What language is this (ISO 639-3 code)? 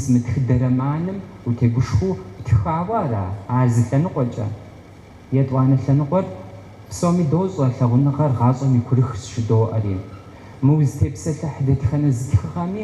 kbd